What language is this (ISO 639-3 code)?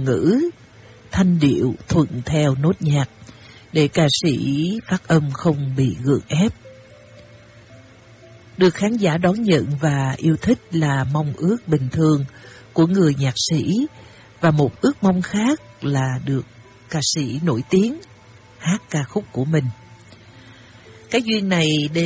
vie